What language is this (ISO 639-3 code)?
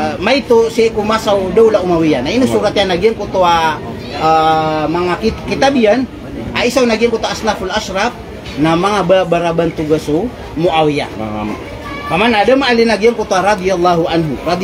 mrw